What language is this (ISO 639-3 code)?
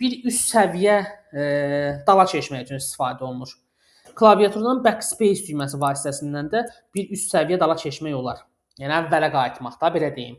aze